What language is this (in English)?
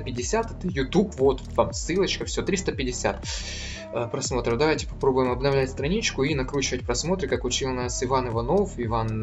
Russian